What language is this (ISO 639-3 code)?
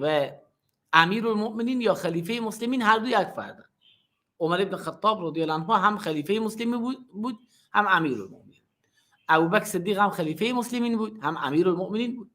fas